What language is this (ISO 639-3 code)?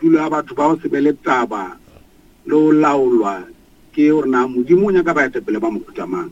nso